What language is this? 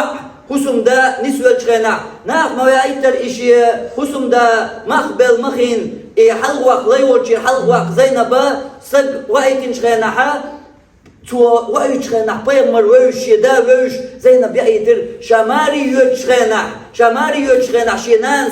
Chechen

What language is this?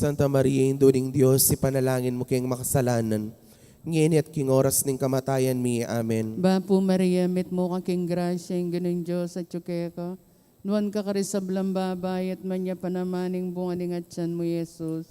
Pampanga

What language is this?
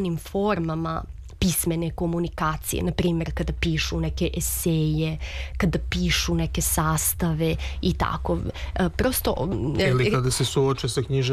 Serbian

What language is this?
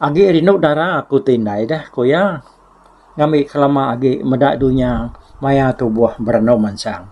Iban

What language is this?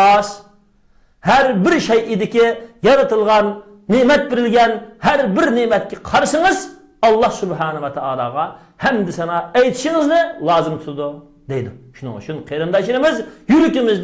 Uyghur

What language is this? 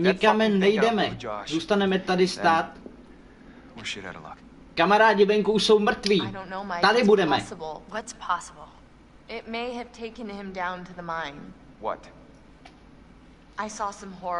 Czech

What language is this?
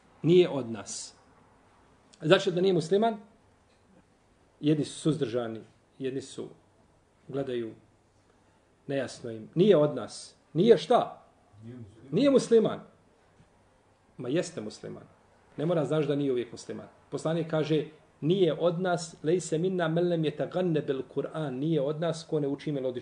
Bosnian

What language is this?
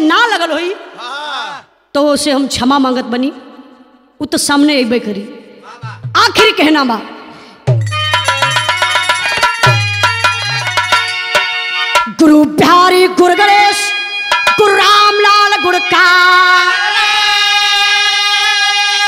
Bhojpuri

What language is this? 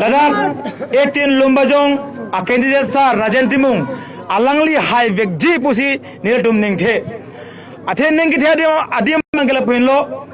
Karbi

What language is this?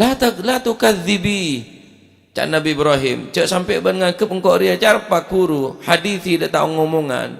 Madurese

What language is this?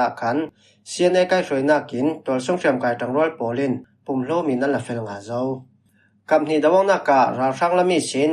Falam Chin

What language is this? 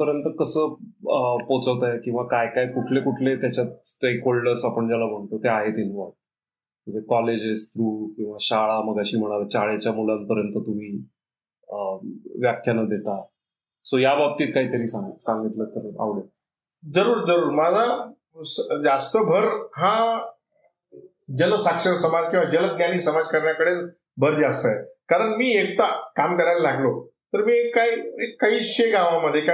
Marathi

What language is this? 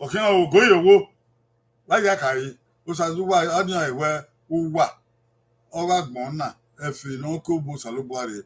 Bini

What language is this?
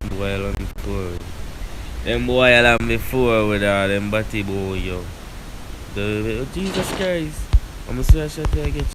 Jamaican Creole English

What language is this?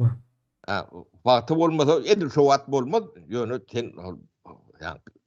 Turkmen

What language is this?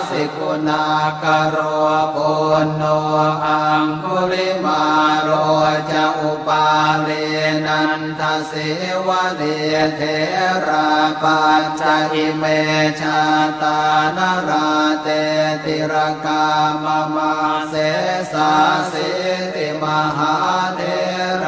Pali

